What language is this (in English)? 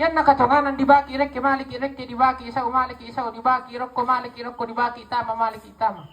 Toraja-Sa'dan